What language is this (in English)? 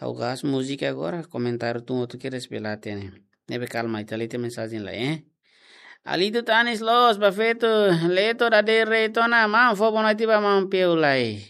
Tetum